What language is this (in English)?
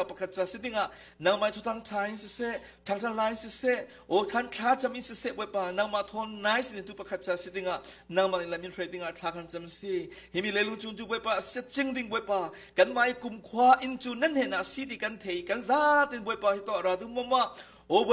Falam Chin